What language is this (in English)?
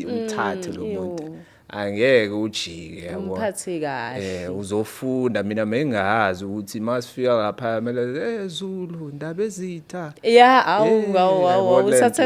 Zulu